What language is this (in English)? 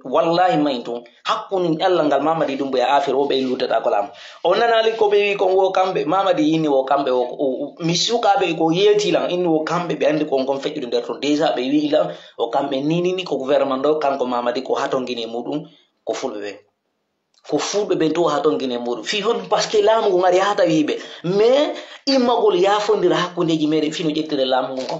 Pular